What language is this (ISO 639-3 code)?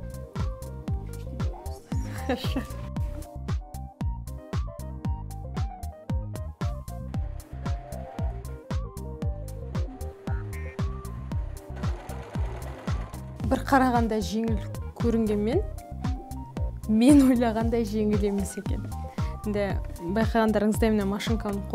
kaz